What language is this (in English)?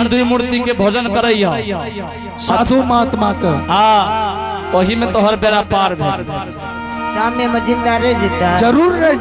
Angika